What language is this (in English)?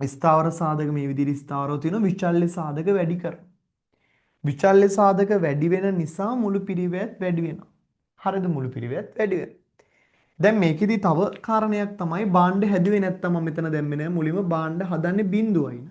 Sinhala